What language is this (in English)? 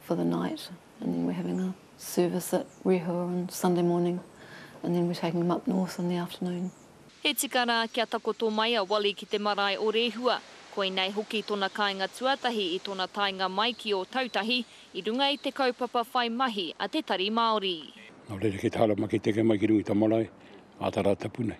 Māori